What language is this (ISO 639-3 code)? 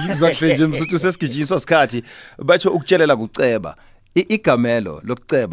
nbl